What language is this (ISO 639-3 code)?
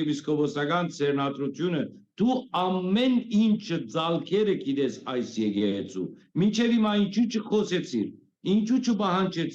hyw